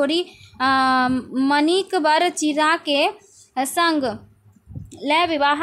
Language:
Maithili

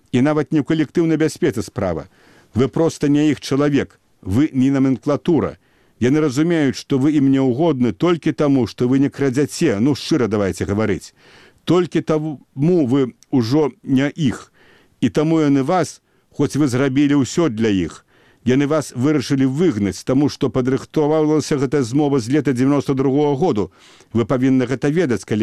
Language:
Belarusian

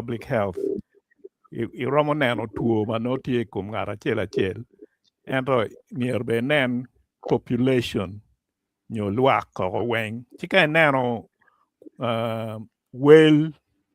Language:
Acoli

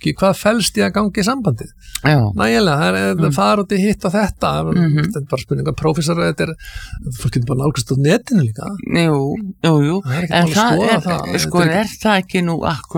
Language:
Icelandic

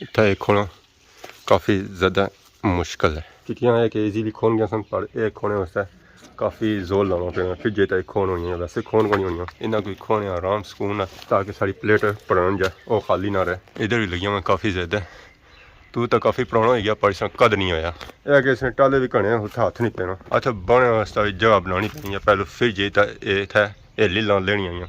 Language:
Pahari-Potwari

